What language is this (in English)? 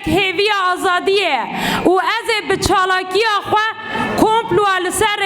Kurdish